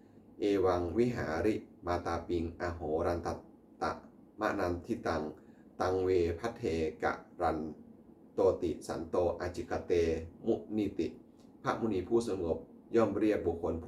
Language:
Pali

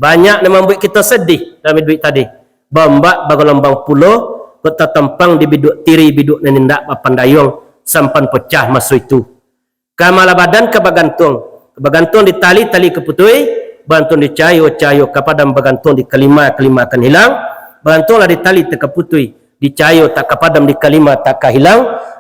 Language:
Minangkabau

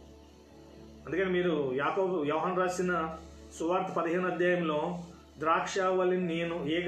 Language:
Telugu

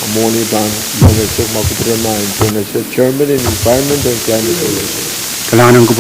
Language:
Pohnpeian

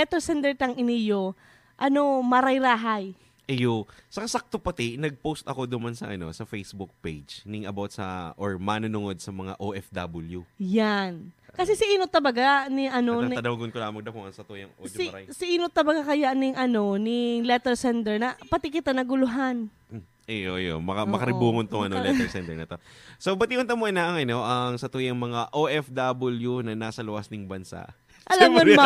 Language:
Bikol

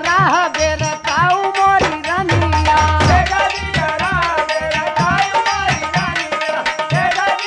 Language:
Bhojpuri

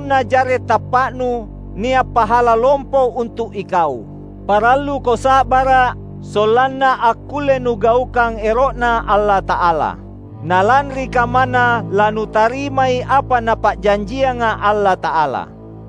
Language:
Makasar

